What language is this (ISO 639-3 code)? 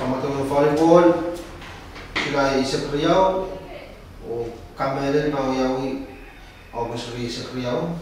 pon